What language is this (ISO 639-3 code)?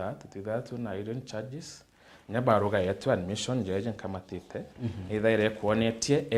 mer